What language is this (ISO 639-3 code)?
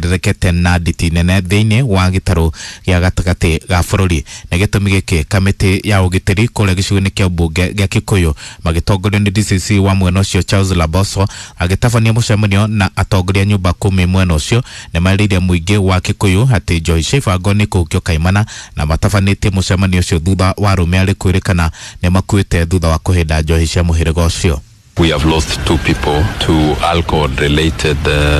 kik